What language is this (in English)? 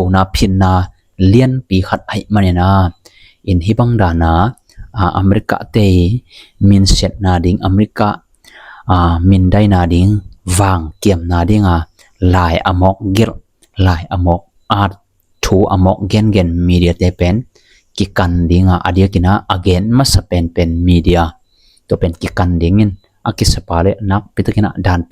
Tedim Chin